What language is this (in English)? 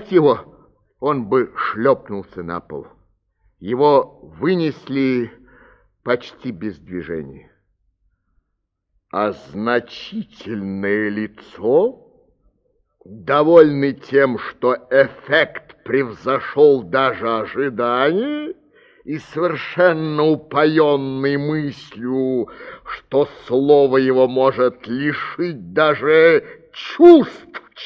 Russian